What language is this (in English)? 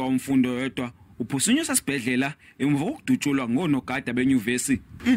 Zulu